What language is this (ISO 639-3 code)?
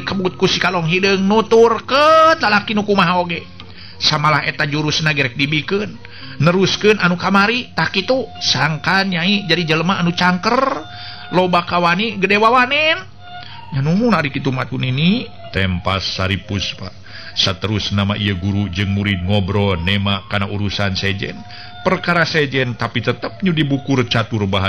sun